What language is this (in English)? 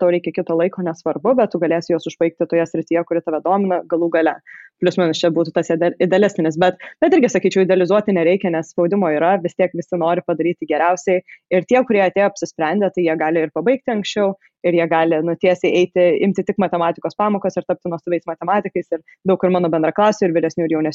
Lithuanian